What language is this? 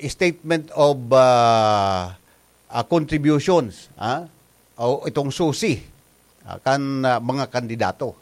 Bikol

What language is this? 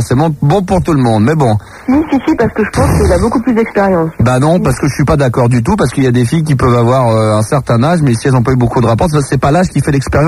French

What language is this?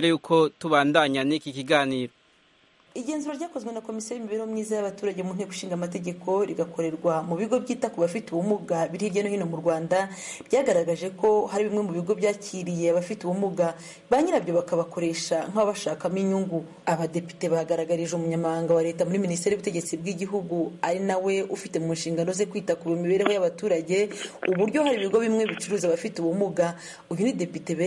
Kinyarwanda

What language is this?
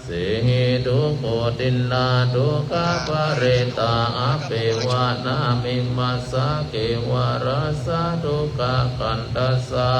Pali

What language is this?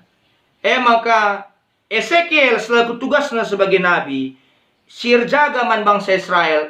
Batak Karo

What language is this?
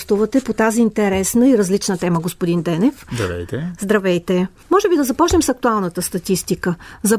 Bulgarian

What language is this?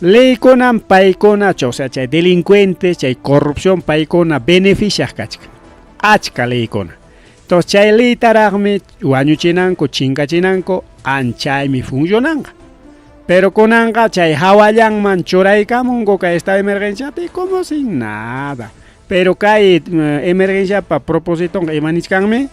Ayacucho Quechua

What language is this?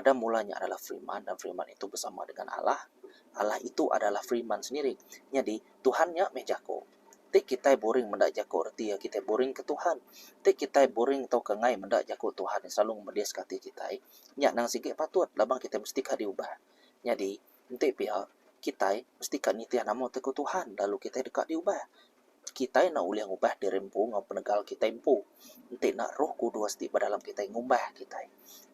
Iban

